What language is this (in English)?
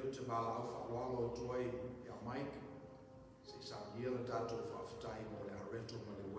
Samoan